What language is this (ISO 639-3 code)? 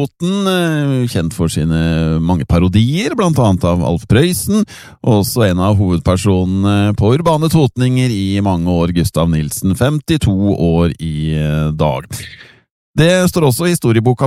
nor